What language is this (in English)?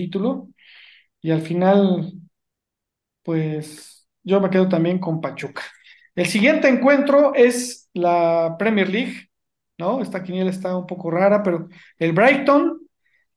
Spanish